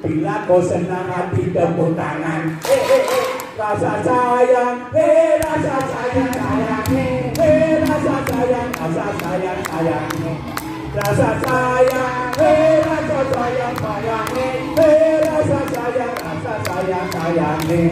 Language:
Balinese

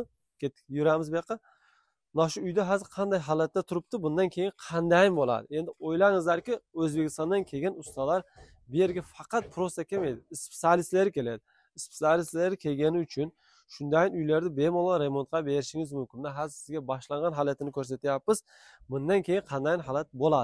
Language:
Uzbek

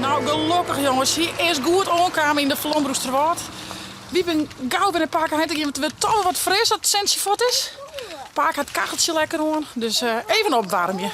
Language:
Western Frisian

